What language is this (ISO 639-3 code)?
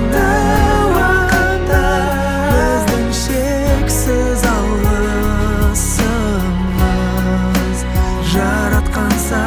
kaz